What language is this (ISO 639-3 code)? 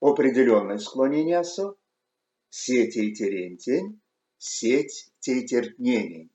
myv